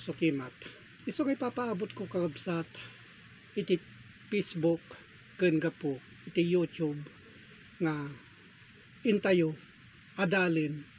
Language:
Iloko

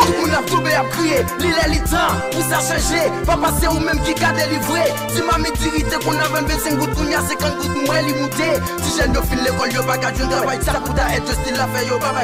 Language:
Haitian Creole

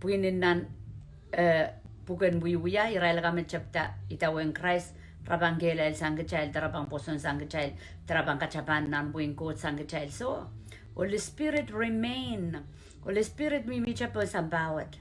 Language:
Pohnpeian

